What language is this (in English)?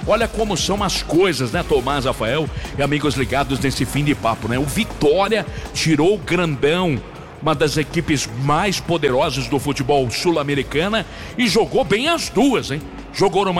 Portuguese